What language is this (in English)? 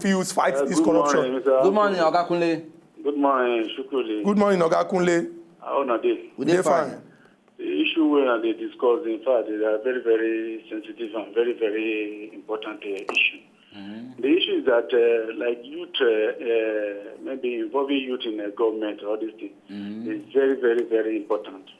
Nigerian Pidgin